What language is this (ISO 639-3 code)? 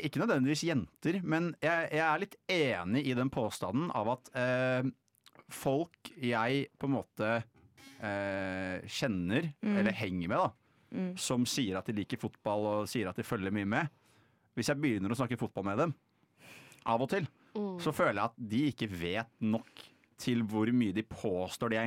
nor